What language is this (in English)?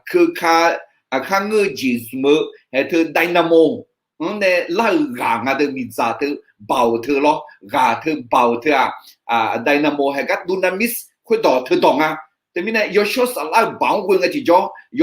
Akha